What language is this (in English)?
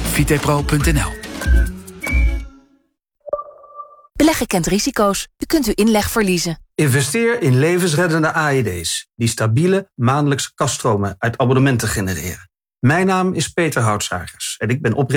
Dutch